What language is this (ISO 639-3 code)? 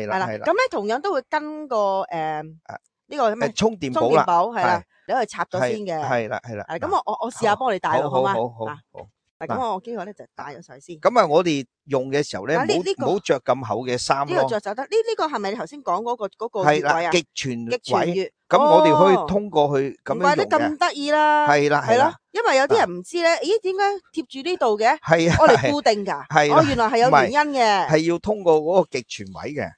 yue